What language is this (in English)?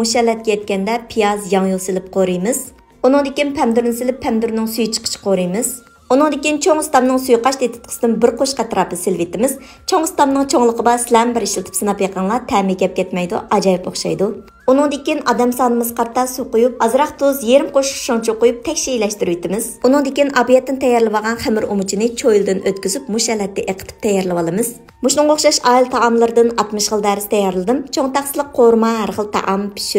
Uyghur